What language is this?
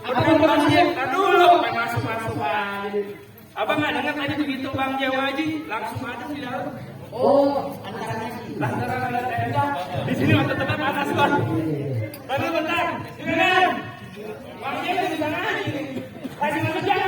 Betawi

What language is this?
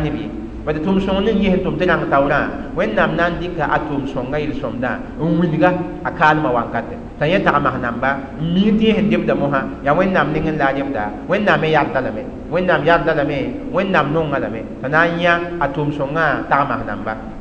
Mossi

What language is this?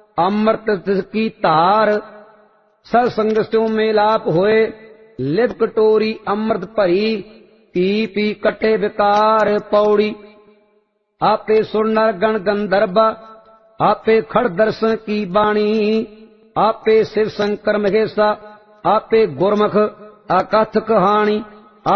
Punjabi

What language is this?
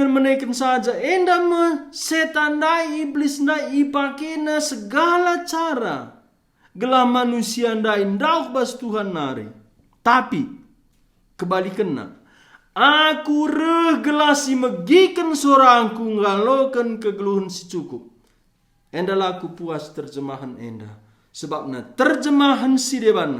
Batak Karo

